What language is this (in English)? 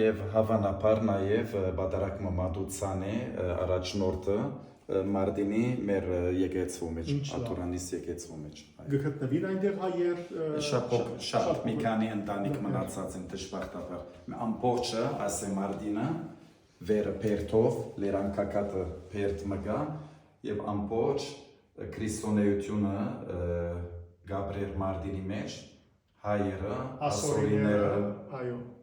Western Armenian